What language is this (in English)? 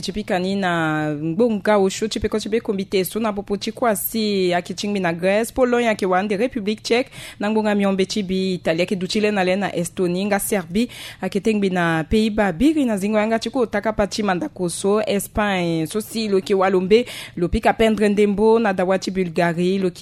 Sango